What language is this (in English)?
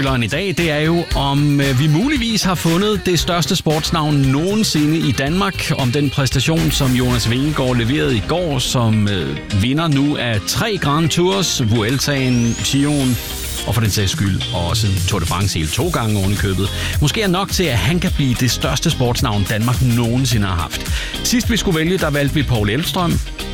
Danish